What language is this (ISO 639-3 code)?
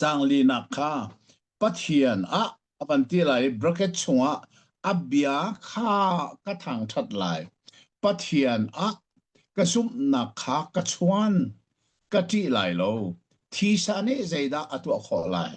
cnh